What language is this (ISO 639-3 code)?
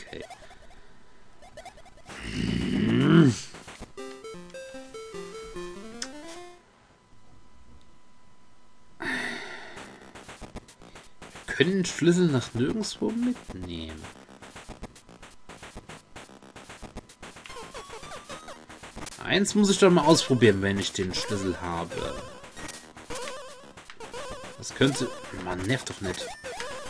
deu